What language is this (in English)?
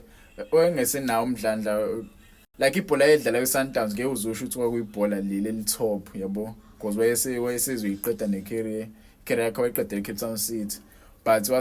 Zulu